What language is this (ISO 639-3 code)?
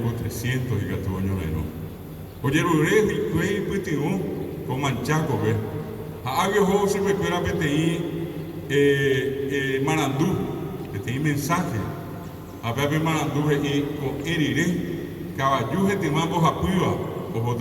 grn